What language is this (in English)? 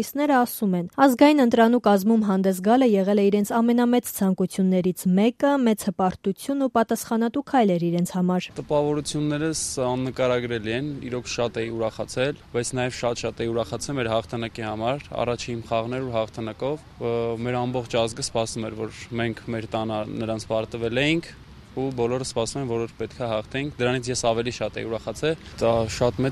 Armenian